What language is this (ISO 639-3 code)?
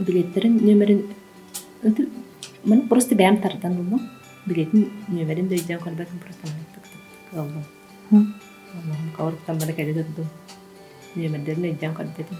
sah